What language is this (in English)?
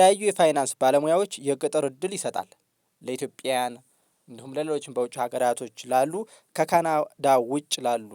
Amharic